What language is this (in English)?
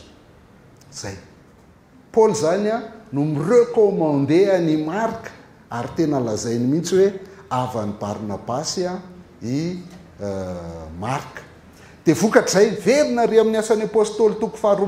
Malagasy